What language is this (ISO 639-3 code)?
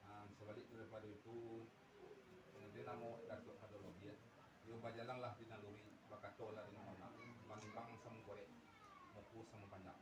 min